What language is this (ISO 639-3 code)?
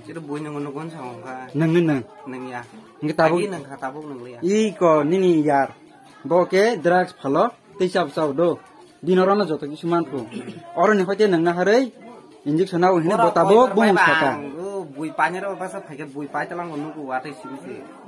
trp